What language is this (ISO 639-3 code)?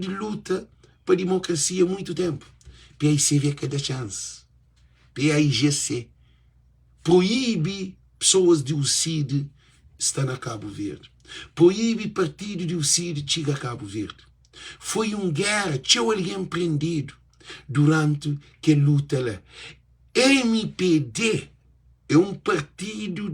kea